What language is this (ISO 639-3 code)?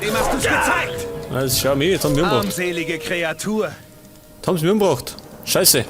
bar